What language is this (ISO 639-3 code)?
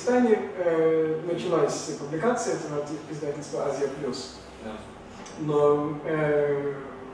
rus